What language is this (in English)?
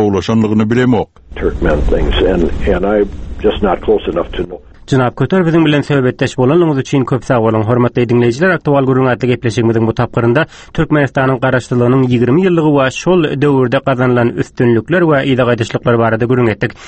Turkmen